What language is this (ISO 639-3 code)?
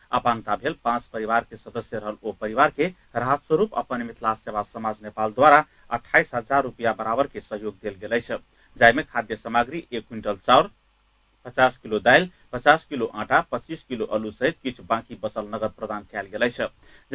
mai